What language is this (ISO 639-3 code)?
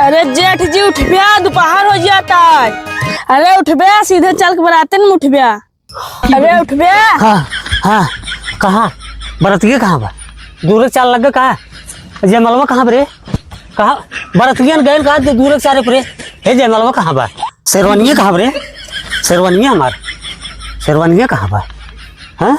awa